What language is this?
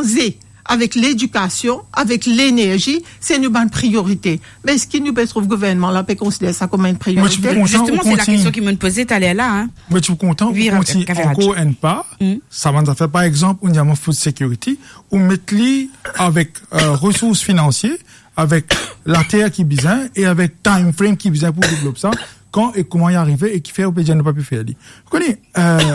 Morisyen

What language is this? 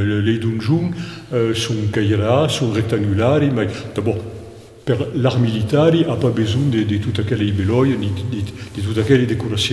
Occitan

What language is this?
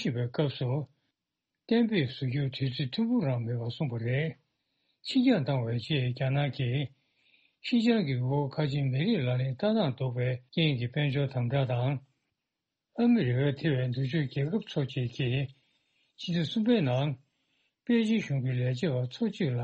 Tibetan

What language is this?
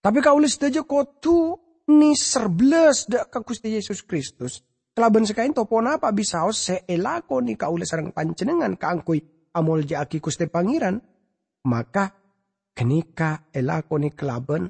Madurese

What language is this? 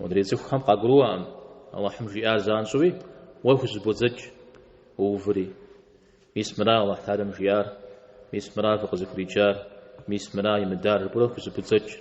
Kabardian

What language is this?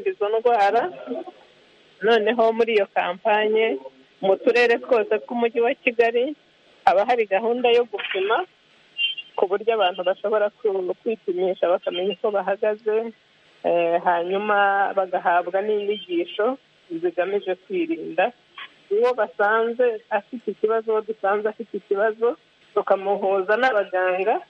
Kinyarwanda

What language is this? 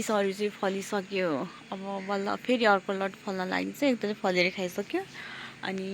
Nepali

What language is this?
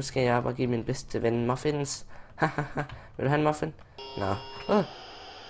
Danish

